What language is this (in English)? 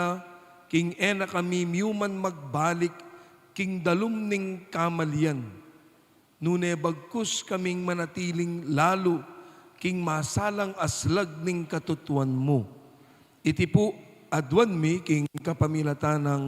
Pampanga